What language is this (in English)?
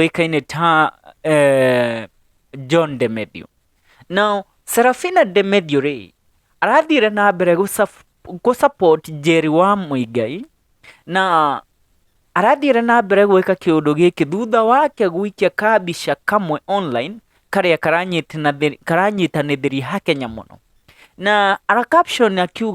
Kikuyu